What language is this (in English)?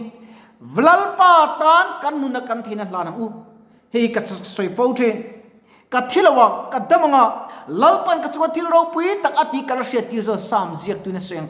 Mizo